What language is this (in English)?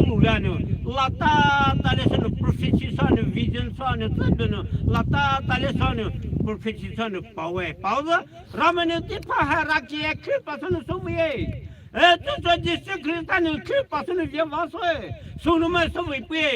Poumei Naga